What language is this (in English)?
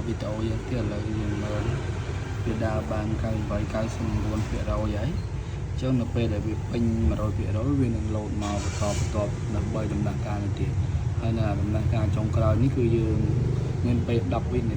Khmer